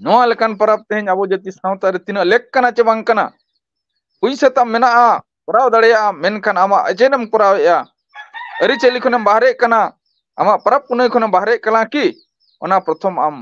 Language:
Santali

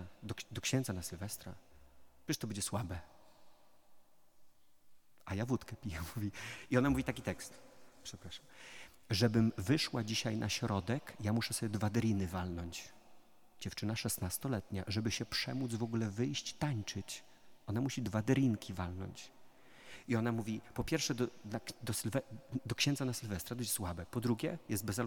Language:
Polish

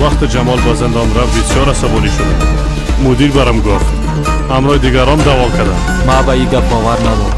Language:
Persian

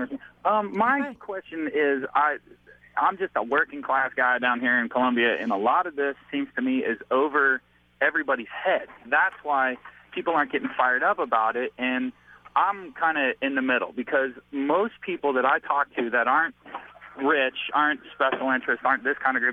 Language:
English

